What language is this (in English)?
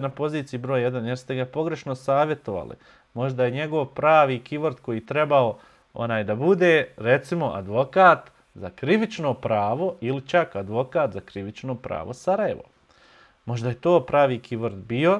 Bosnian